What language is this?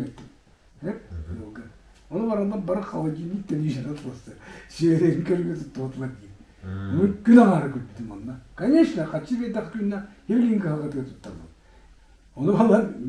Yakut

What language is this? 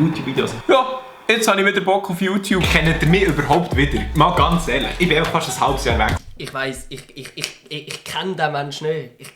Swiss German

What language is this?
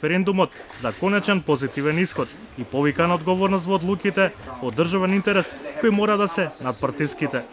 Macedonian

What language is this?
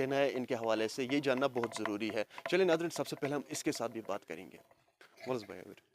Kashmiri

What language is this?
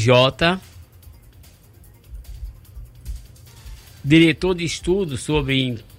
Portuguese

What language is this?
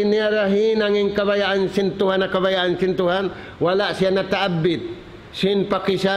Tausug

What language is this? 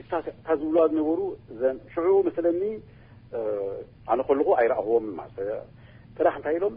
Tigrinya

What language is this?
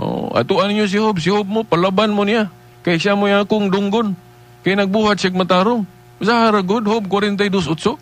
Cebuano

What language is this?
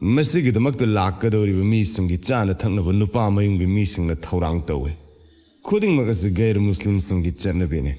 Manipuri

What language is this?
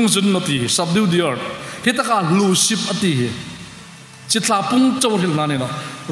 Hmar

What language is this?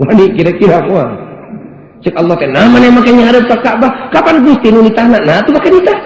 Sundanese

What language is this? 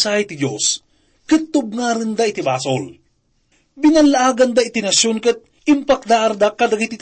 Iloko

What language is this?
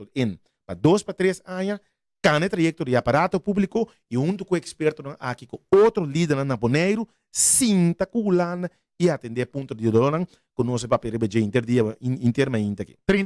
Papiamento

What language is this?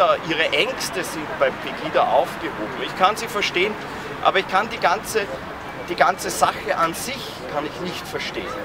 German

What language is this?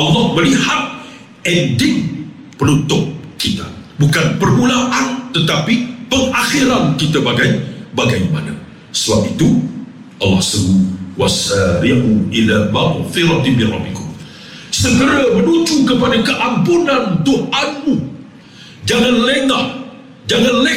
Malay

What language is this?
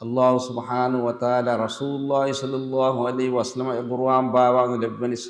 Divehi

